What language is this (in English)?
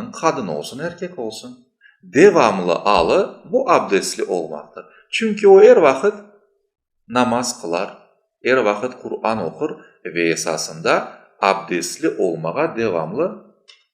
Crimean Tatar